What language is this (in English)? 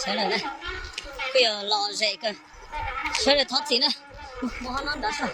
Hmong